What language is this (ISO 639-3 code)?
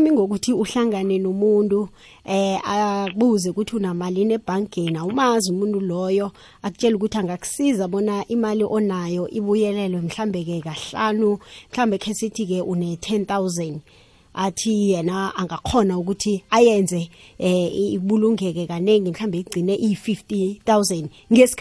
nbl